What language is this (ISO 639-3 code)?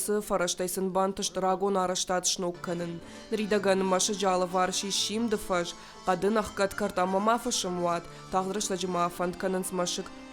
oss